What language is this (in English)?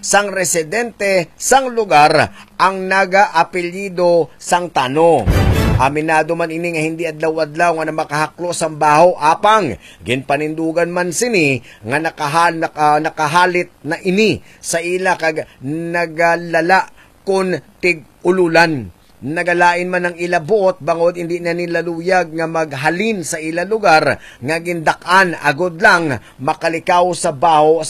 Hiligaynon